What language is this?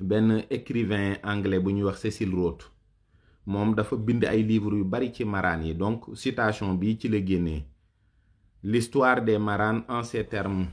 Wolof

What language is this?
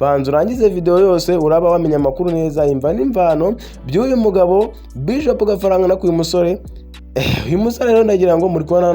Kinyarwanda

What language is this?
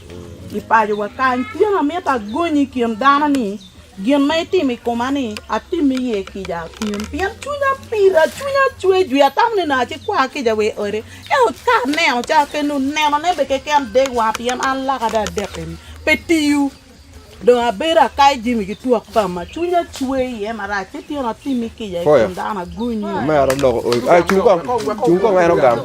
Acoli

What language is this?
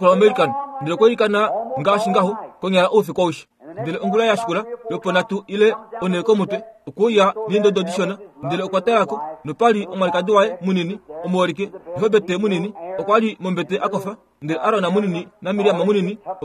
Kuanyama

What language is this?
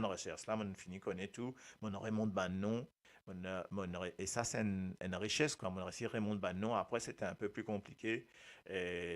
Morisyen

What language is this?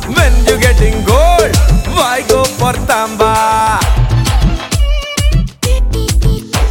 Hindi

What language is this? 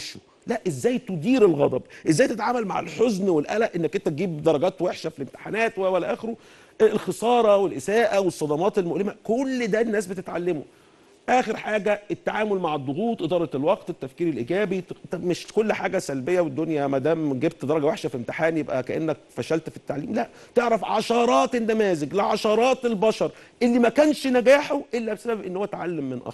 Egyptian Arabic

